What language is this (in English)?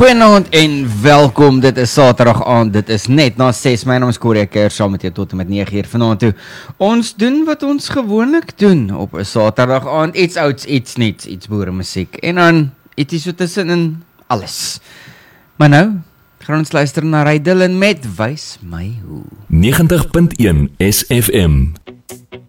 Afrikaans